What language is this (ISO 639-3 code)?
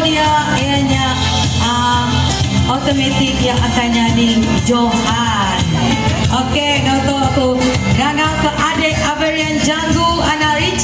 iba